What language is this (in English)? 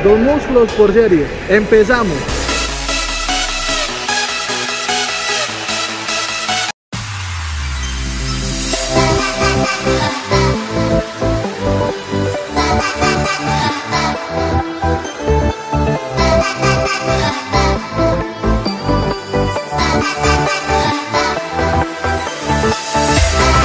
Spanish